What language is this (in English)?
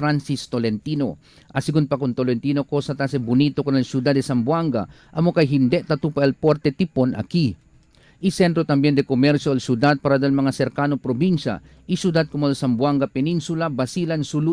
Chavacano